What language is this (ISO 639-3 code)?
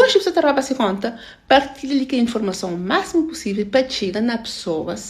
kea